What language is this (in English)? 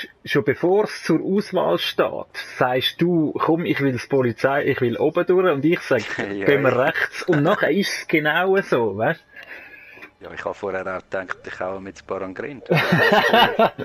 Swiss German